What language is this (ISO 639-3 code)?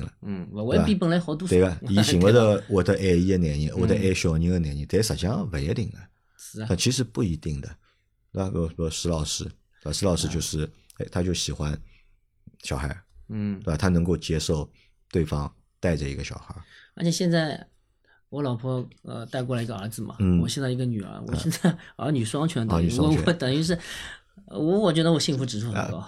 zho